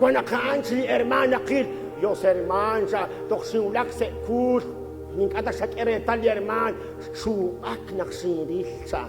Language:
Kekchí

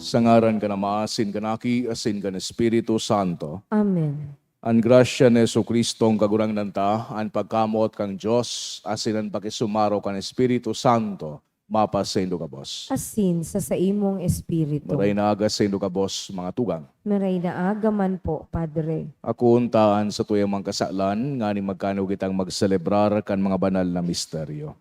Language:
Bikol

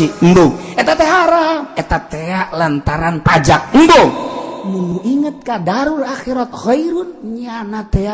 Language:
Sundanese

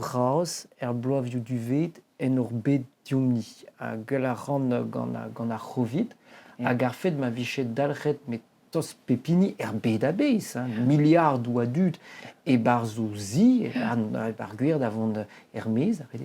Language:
Breton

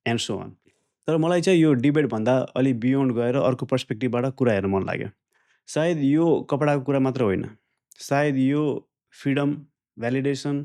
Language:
Nepali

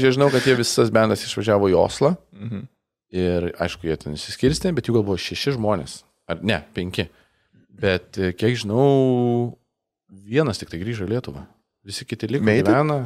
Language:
Lithuanian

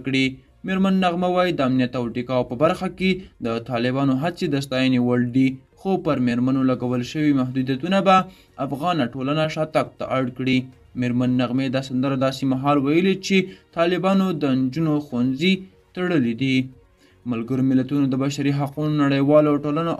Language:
Pashto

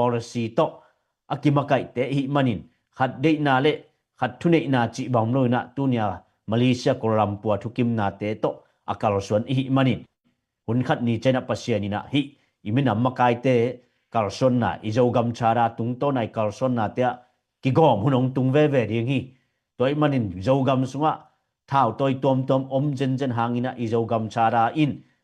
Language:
Tedim Chin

